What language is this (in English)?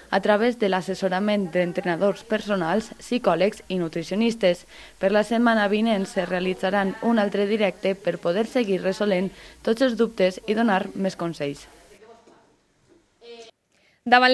Catalan